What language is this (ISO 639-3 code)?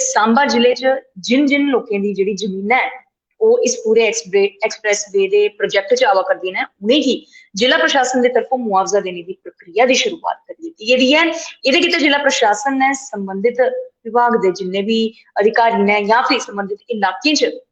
doi